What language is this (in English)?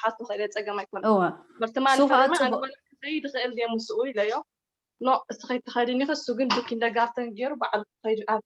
Tigrinya